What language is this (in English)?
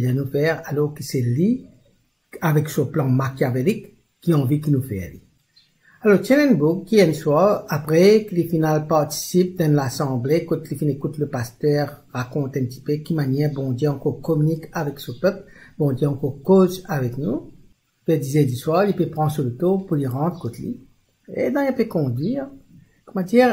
Morisyen